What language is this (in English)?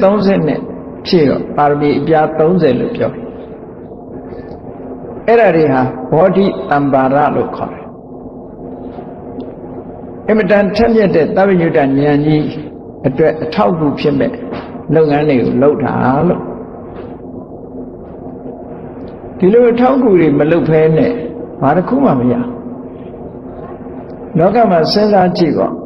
Burmese